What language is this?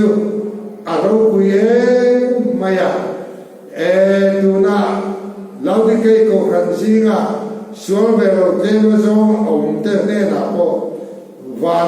Mizo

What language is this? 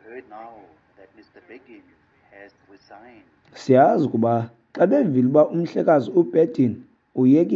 Xhosa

